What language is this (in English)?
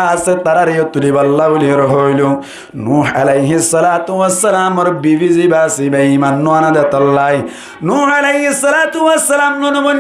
Rohingya